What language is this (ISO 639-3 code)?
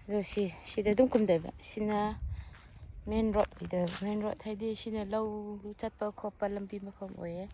mni